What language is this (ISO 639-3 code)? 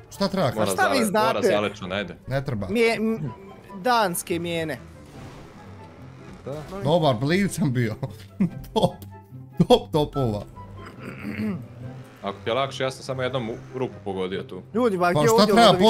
bos